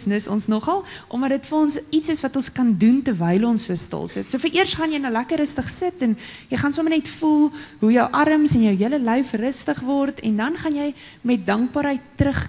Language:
Afrikaans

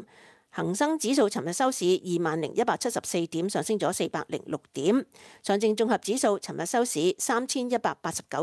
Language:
Cantonese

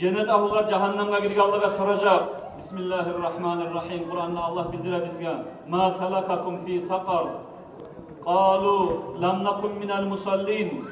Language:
Kumyk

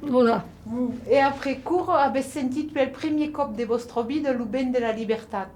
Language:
Occitan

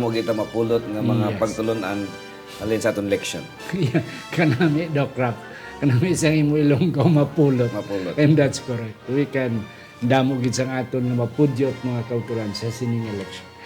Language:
Hiligaynon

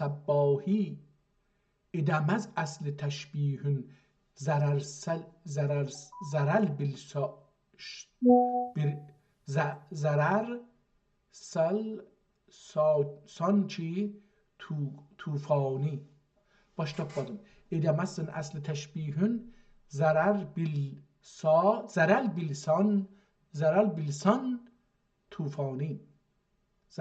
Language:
South Azerbaijani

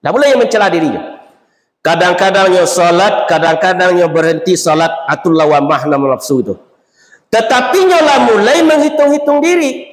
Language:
Minangkabau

